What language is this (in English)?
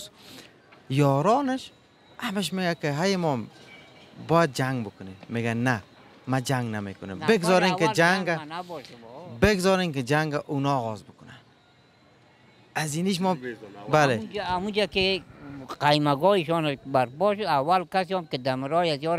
Persian